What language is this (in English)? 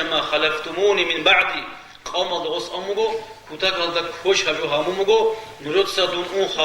Avaric